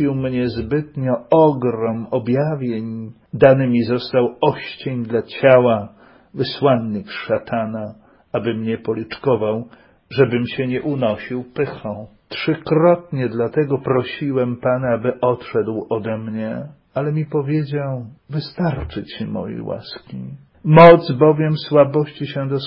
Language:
Polish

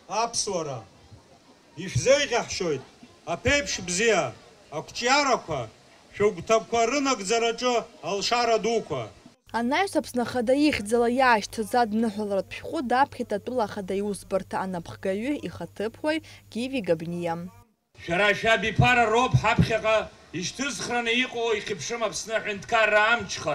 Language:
Abkhazian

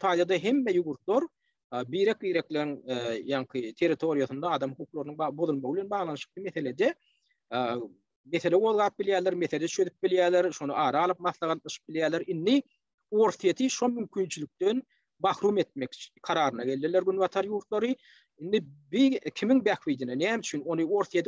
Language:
Turkmen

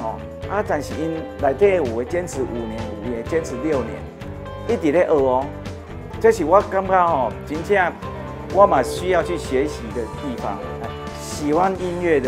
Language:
Min Nan Chinese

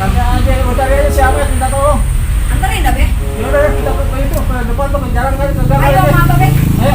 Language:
Betawi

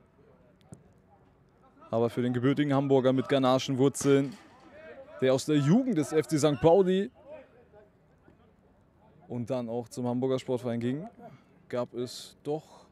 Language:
German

